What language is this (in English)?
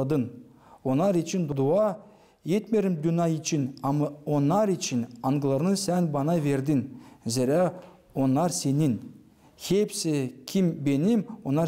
Gagauz